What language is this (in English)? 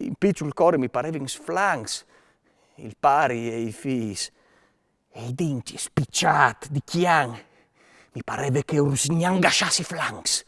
Friulian